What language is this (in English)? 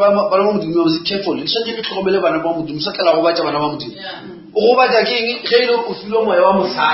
Northern Sotho